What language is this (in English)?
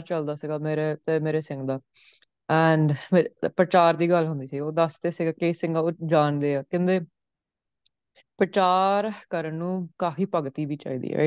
Punjabi